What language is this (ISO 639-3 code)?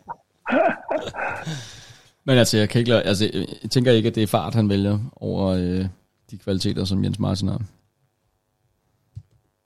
dan